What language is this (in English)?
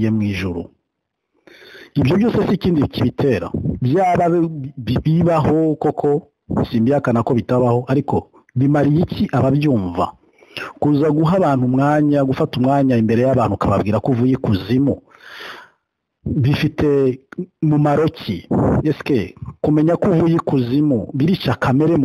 Kinyarwanda